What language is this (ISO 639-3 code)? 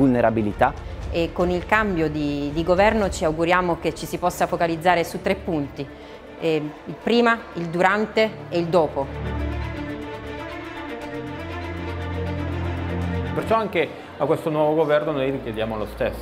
ita